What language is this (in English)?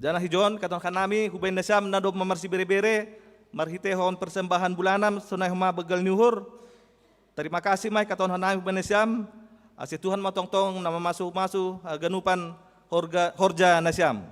Batak Simalungun